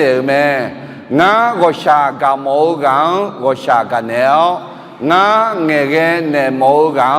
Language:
Akha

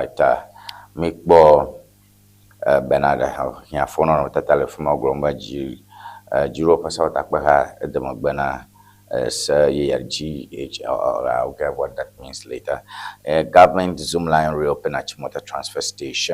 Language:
Ewe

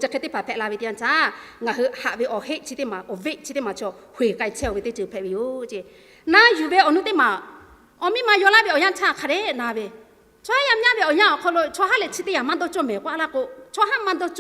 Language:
Lahu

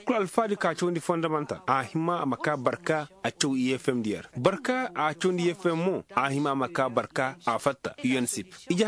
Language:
Koyraboro Senni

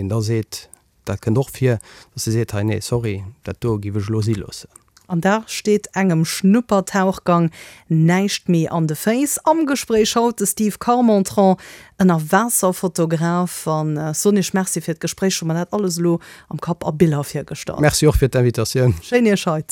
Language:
Luxembourgish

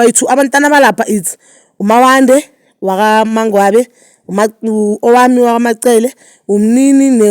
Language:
Zulu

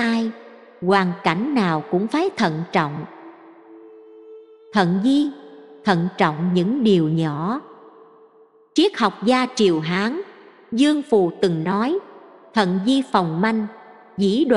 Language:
Vietnamese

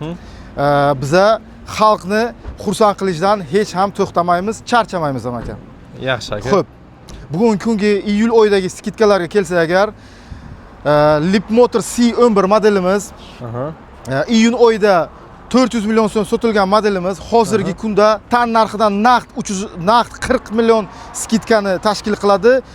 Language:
Uzbek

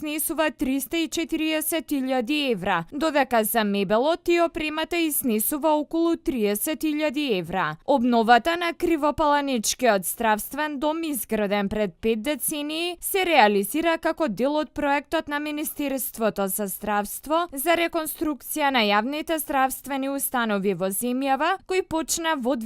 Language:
Macedonian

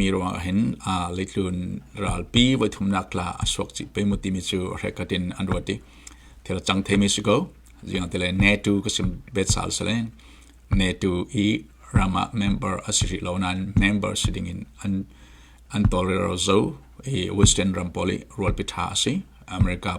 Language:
Falam Chin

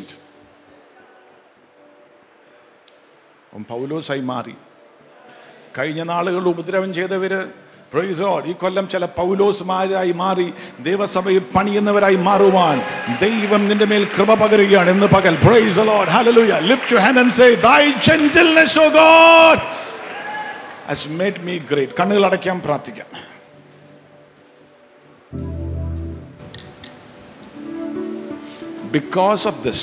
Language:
Malayalam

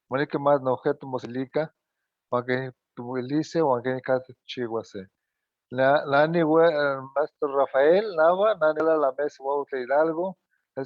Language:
Eastern Huasteca Nahuatl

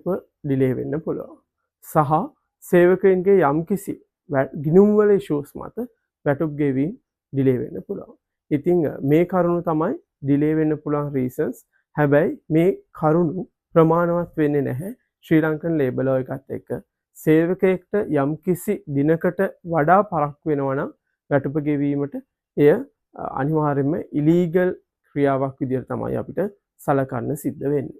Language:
Sinhala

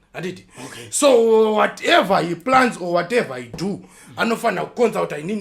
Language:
Shona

